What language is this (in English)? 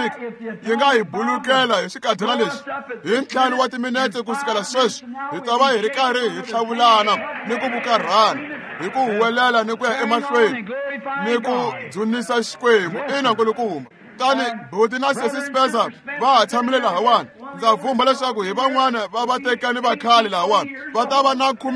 Tsonga